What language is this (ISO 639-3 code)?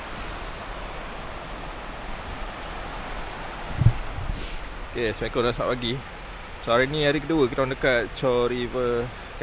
msa